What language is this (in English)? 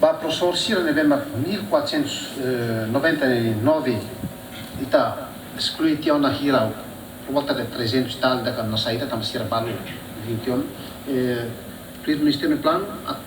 Tetum